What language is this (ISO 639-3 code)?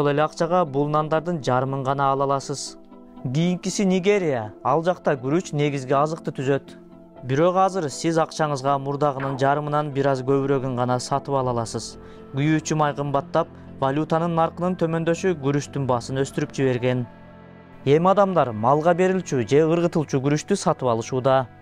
kir